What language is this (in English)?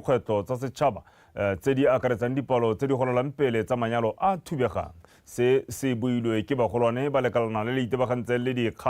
Tswana